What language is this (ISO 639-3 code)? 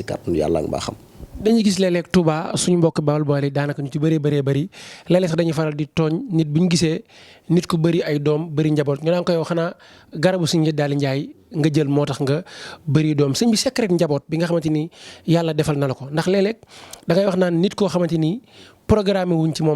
wol